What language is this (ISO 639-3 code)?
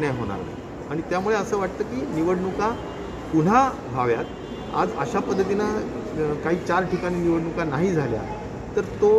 mar